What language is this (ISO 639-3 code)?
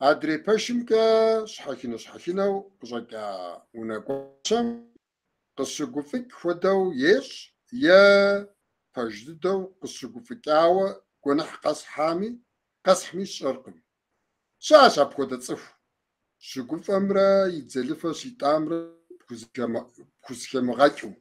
kbd